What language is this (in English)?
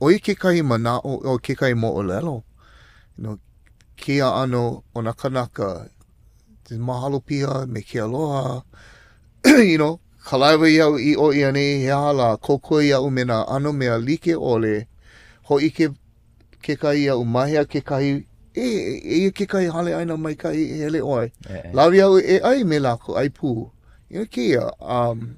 Hawaiian